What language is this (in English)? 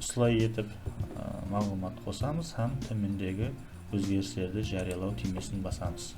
Kara-Kalpak